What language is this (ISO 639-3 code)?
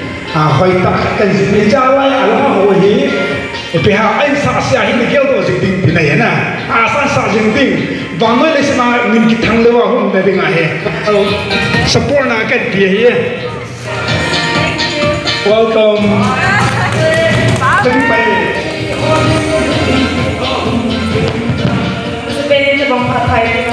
msa